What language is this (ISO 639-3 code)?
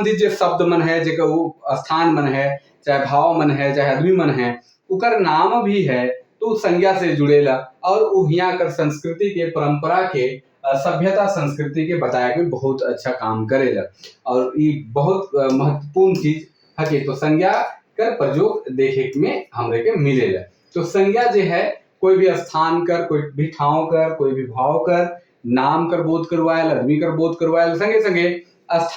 sck